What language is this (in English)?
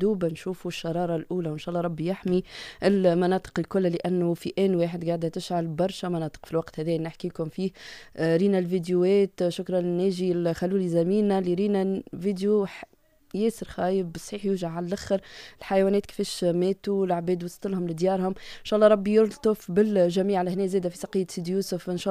Tunisian Arabic